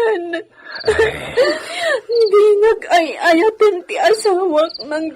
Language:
Iloko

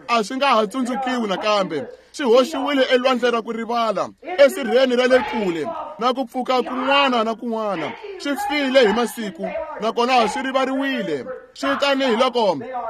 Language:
Tsonga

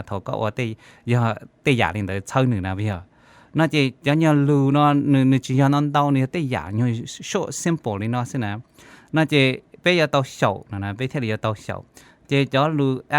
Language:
Hmong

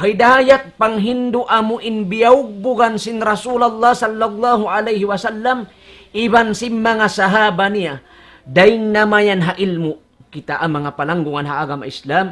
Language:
Tausug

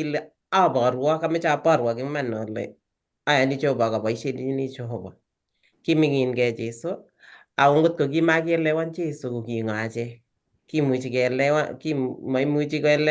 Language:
Kalenjin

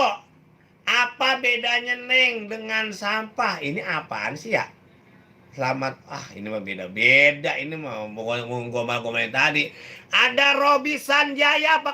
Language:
Betawi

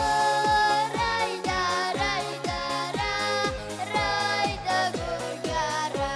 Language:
Abkhazian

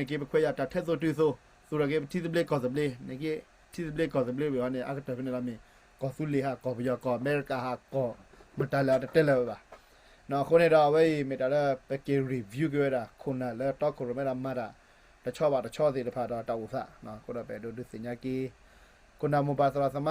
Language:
S'gaw Karen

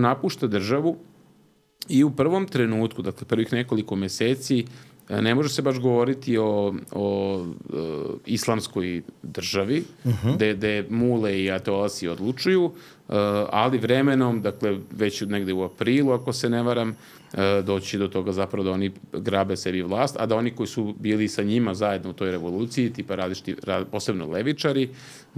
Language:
Serbian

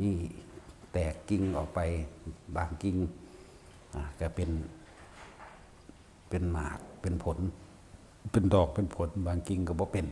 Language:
Northeastern Thai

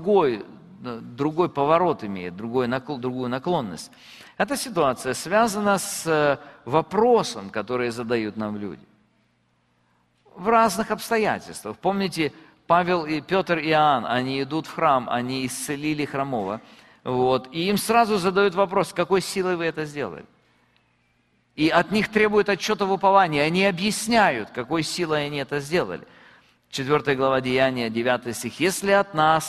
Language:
Russian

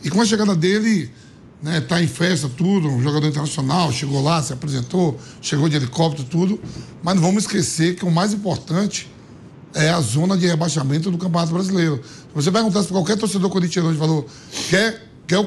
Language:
Portuguese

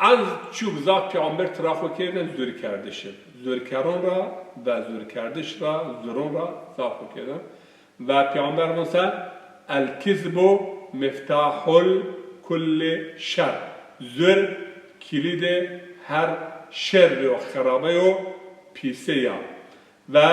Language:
Zaza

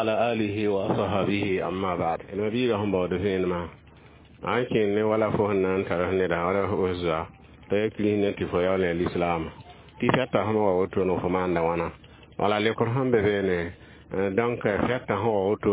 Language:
Mossi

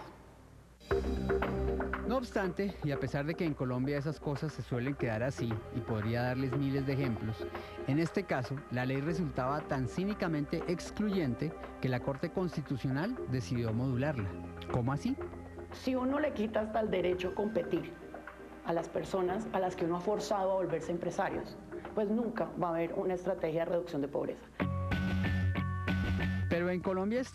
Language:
Spanish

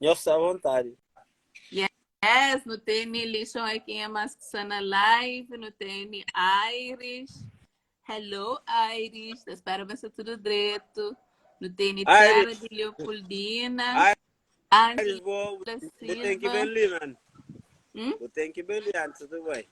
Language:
Kabuverdianu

